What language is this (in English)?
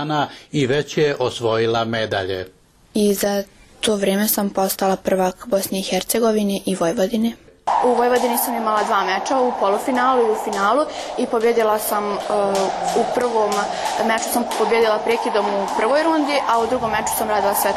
Bosnian